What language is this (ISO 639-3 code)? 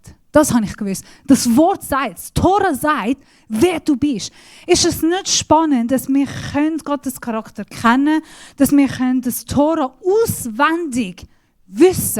gsw